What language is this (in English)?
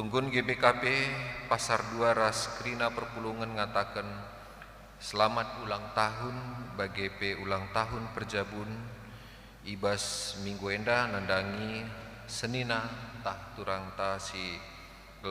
Batak Karo